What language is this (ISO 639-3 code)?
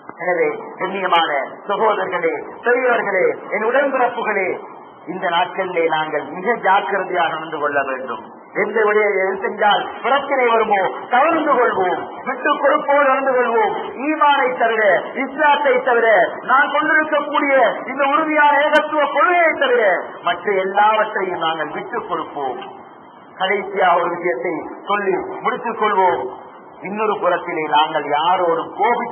tam